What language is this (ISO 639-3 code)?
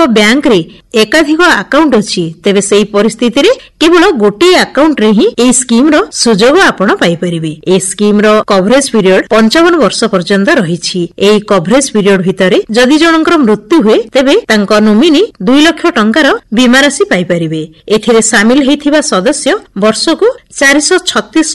ori